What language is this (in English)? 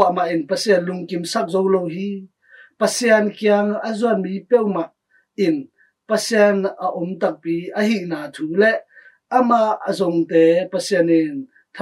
Tedim Chin